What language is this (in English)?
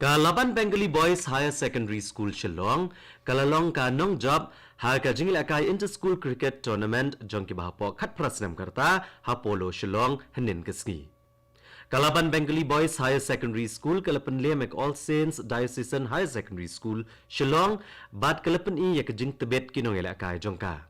Khasi